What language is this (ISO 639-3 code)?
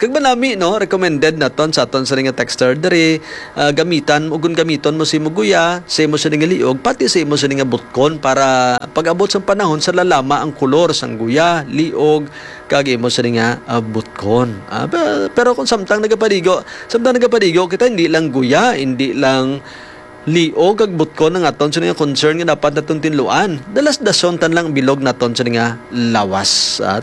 hil